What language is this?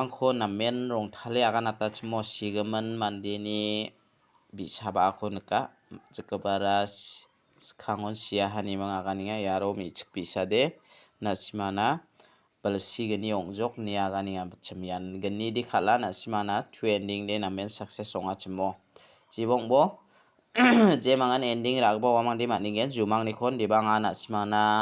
Garo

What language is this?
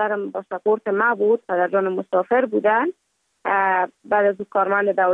Persian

